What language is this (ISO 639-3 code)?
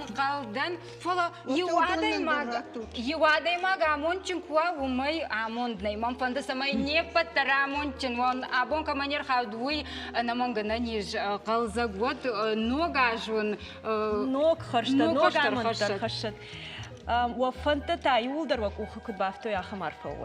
oss